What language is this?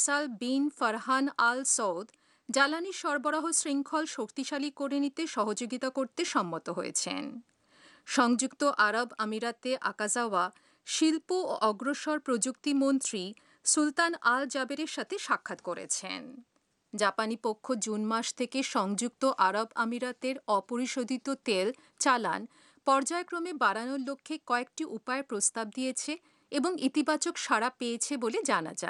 Bangla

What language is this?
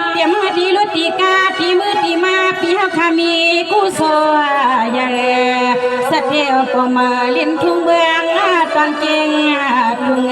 Shan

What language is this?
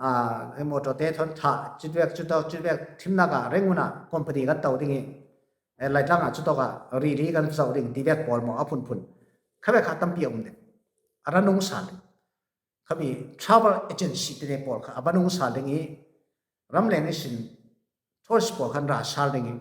Falam Chin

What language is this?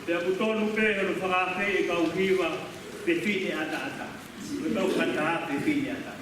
Tongan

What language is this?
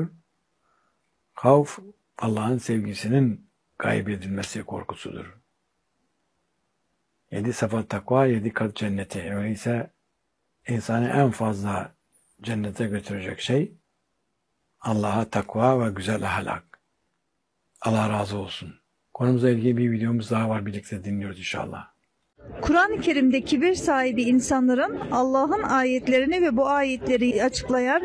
Turkish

